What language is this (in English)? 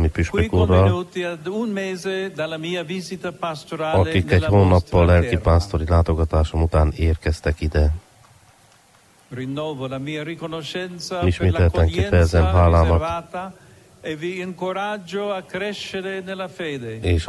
Hungarian